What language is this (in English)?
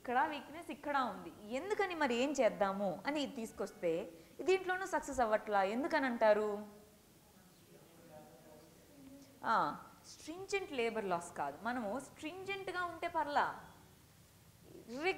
Telugu